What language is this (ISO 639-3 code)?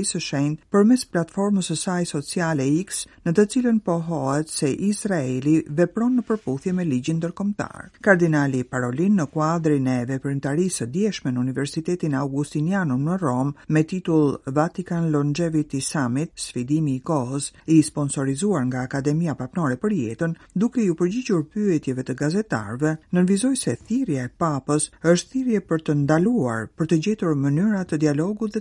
sqi